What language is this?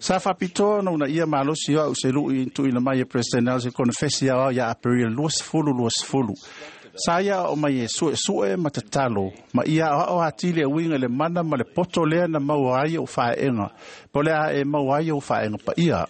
Samoan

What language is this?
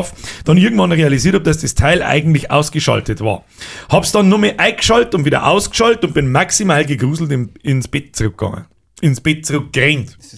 Bavarian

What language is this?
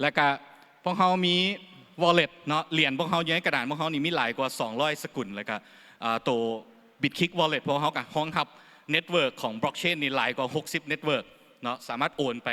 Lao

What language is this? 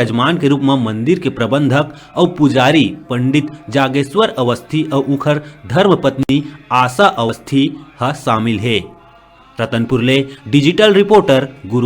Chhattisgarhi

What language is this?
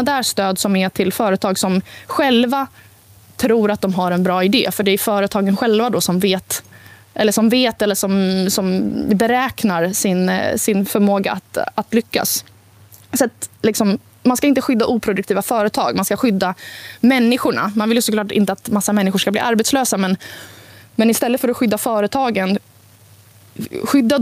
Swedish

